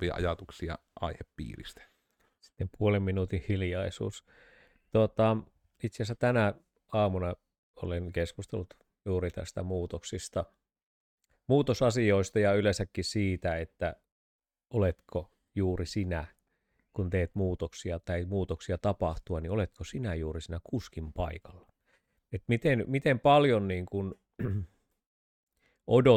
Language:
Finnish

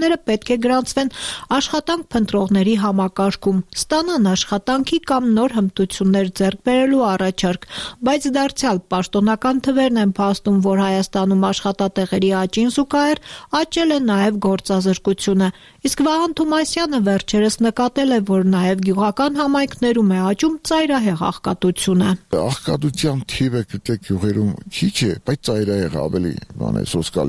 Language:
Armenian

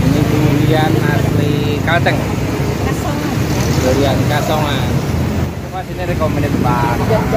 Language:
Banjar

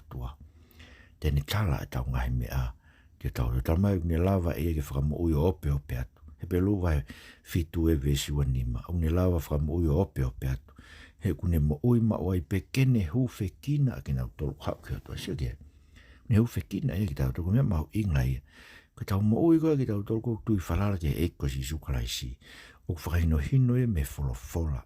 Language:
Tongan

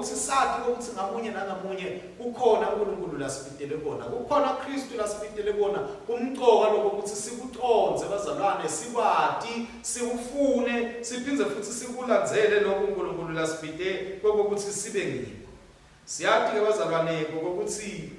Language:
Swati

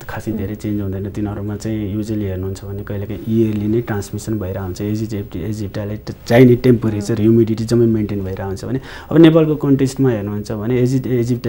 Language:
Nepali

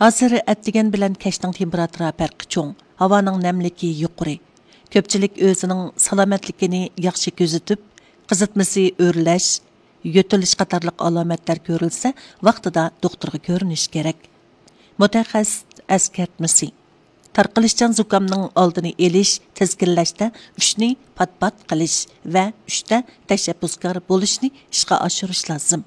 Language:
Uyghur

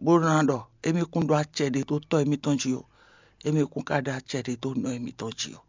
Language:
Fon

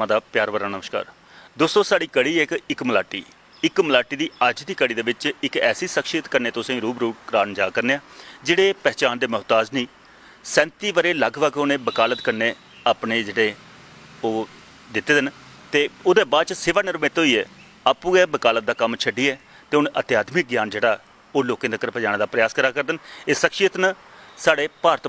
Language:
Dogri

